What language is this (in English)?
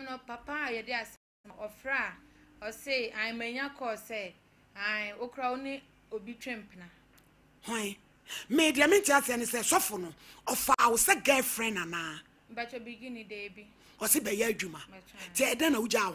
Akan